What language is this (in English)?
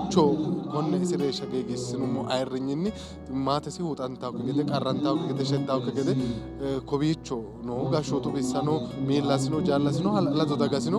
Sidamo